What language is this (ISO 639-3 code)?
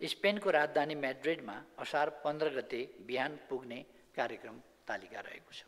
nep